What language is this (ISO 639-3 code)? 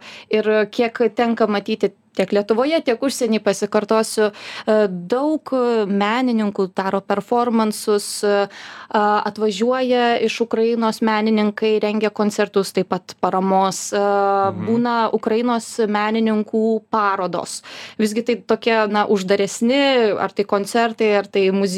lit